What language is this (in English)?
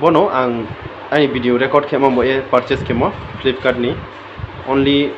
Riang (India)